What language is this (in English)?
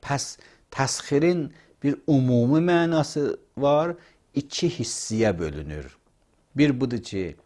Azerbaijani